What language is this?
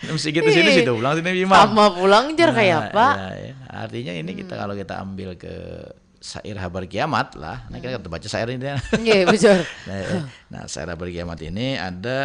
Banjar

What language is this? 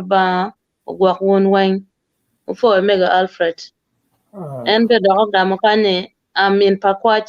Acoli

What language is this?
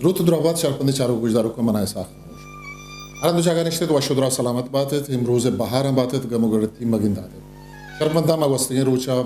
Eastern Balochi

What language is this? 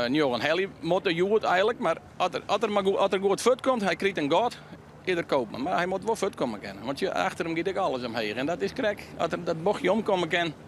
Western Frisian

